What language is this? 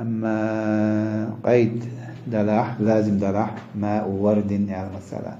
Chechen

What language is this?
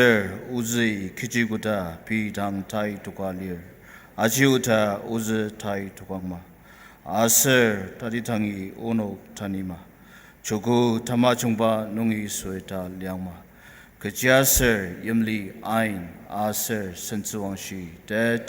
Ao Naga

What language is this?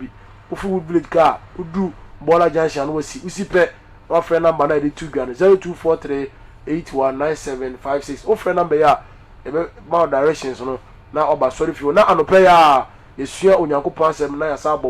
Akan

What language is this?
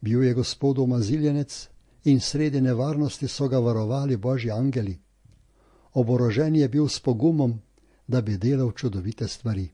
Slovenian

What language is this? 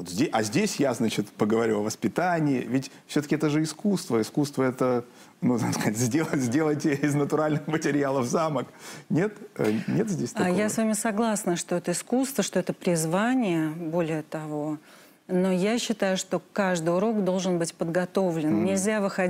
Russian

